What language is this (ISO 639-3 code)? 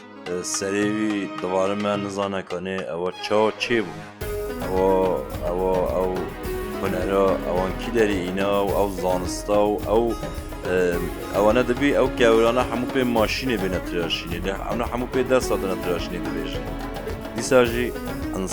kur